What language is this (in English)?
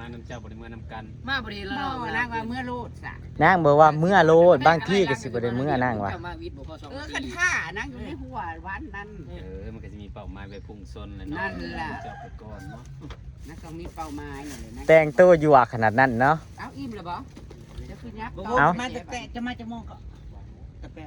Northeastern Thai